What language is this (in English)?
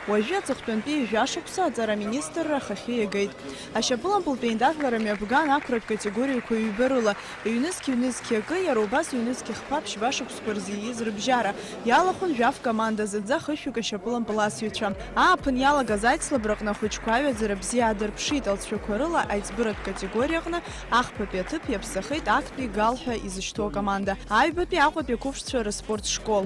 Abkhazian